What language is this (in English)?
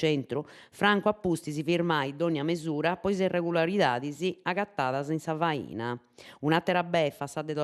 Sardinian